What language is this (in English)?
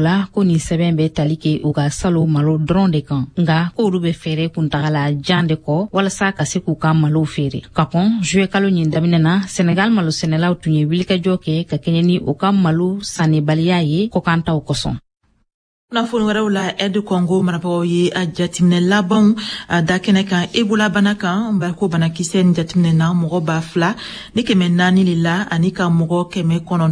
Bambara